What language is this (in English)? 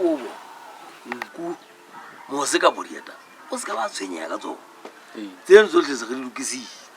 Southern Sotho